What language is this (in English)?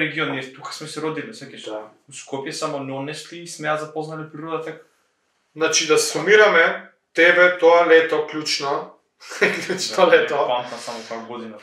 Macedonian